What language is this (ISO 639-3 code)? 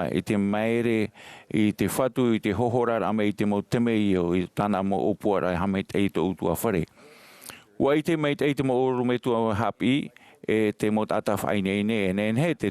tah